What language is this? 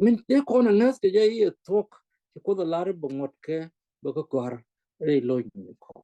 Nuer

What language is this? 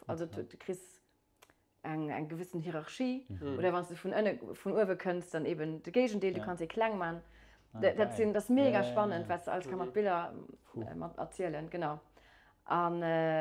Luxembourgish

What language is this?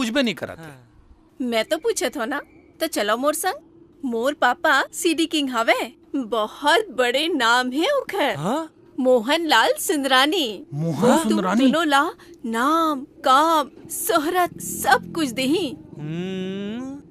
Chhattisgarhi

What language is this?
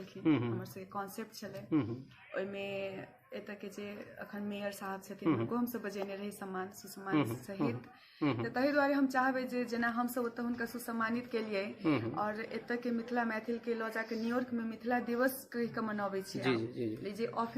Maithili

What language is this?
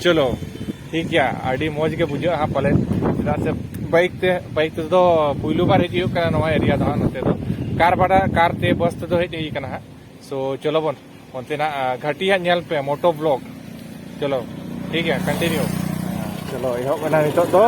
Santali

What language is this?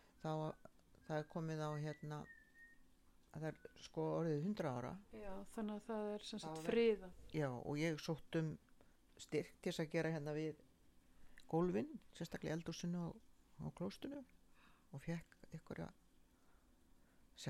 Icelandic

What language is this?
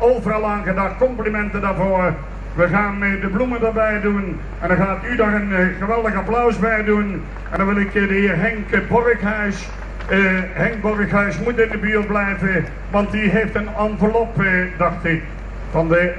Dutch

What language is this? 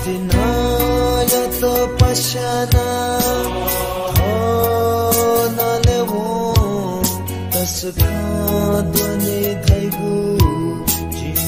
Newari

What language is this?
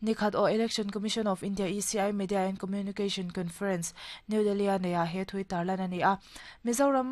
Mizo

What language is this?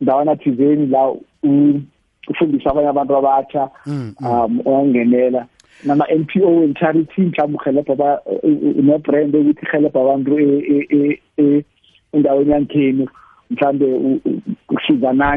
South Ndebele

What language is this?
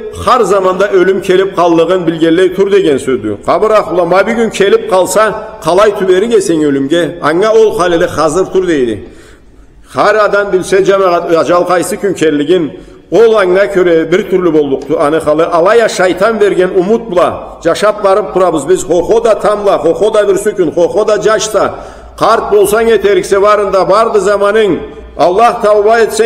Karachay-Balkar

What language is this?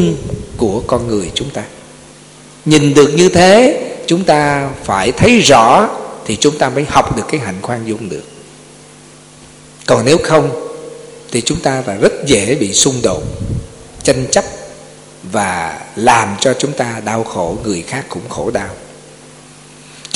Vietnamese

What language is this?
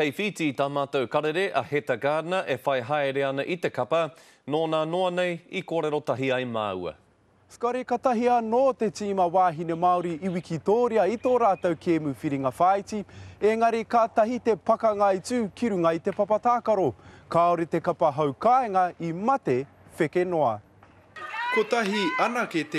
Māori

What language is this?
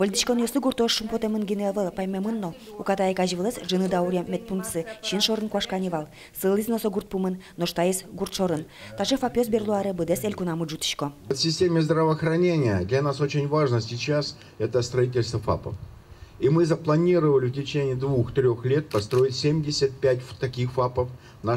Udmurt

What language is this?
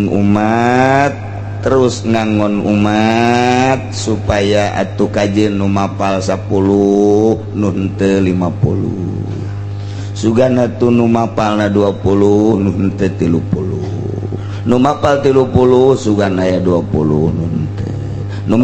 Sundanese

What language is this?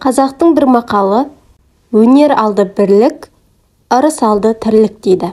Kazakh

